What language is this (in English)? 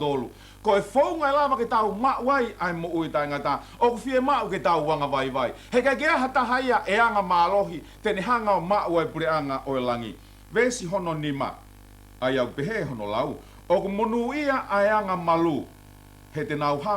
Tongan